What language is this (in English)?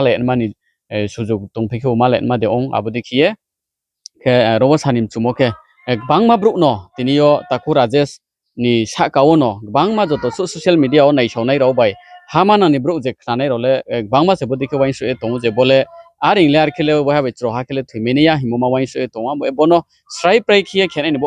Riang (India)